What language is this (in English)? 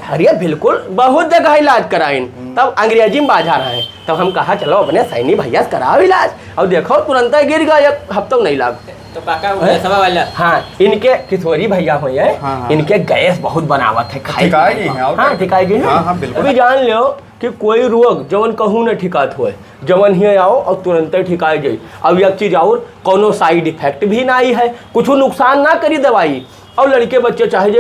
Awadhi